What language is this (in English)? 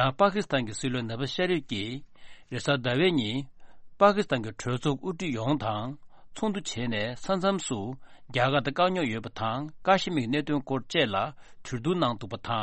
Tibetan